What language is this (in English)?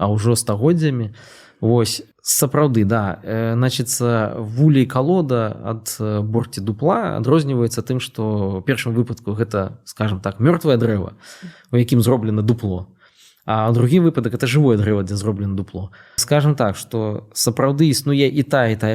Belarusian